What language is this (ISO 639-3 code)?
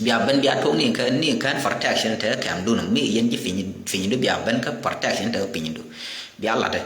nus